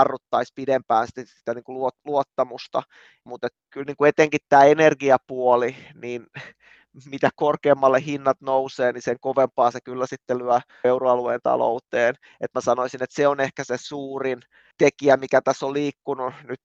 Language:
Finnish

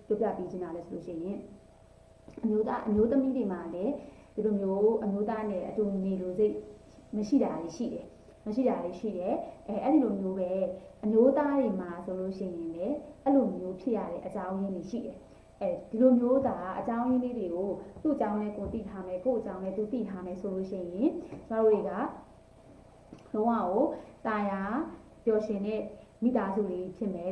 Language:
Burmese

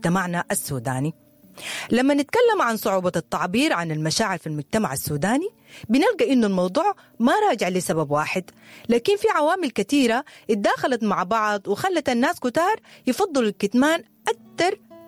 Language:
Sudanese Arabic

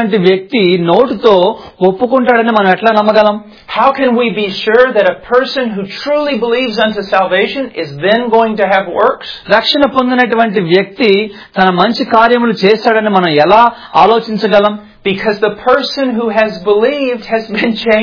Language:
Telugu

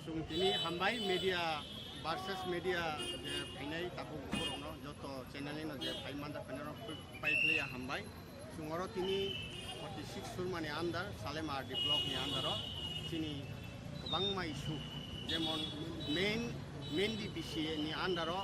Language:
Kok Borok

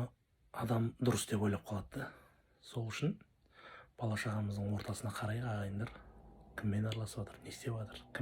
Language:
Kazakh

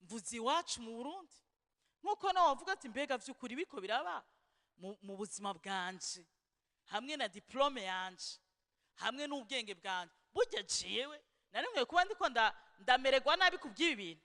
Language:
Rundi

